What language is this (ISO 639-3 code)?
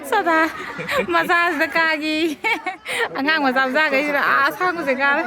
mni